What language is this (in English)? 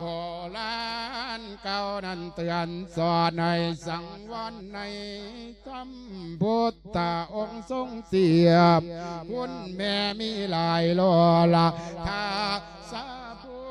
Lao